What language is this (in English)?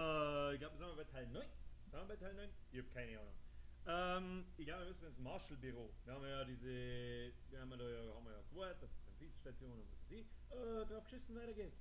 Bavarian